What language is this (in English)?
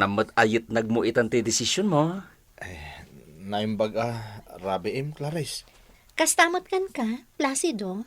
Iloko